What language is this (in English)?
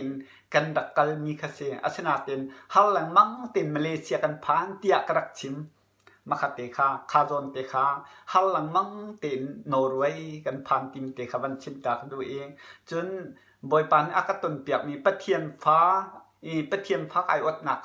Hakha Chin